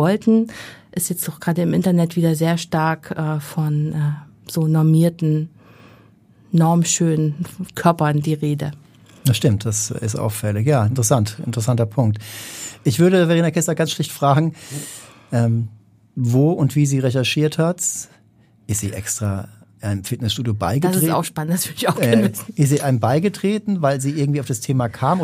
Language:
German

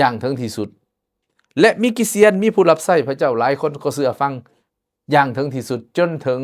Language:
Lao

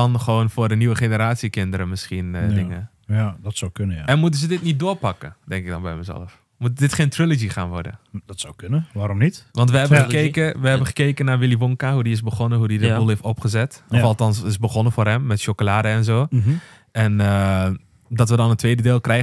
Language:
Dutch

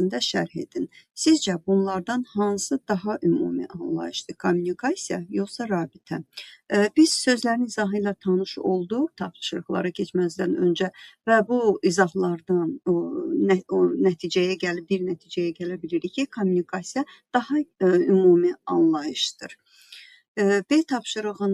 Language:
Azerbaijani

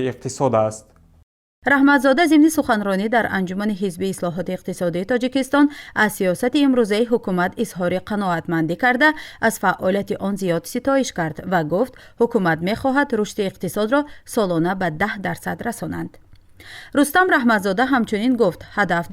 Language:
Tajik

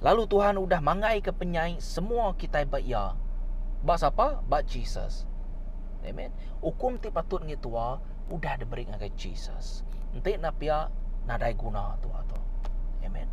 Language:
Iban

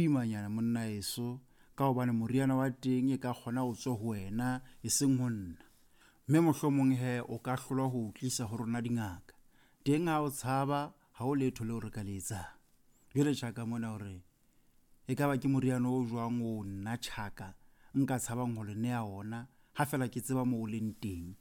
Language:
Southern Sotho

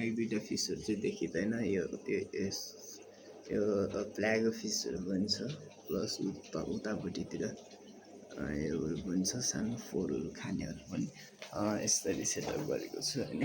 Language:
Nepali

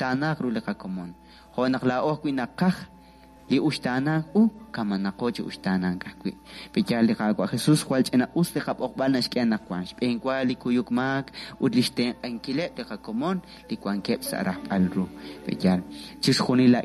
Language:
Kekchí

